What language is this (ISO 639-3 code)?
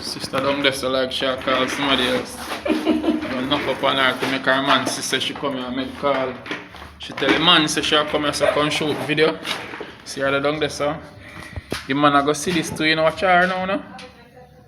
jam